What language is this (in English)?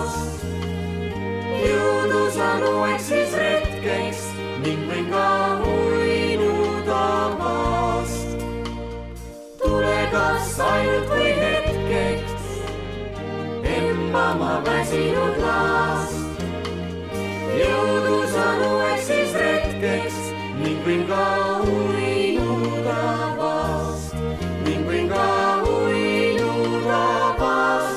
Estonian